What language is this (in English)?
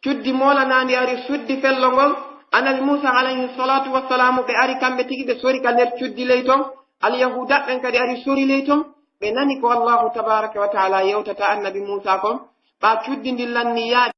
Pular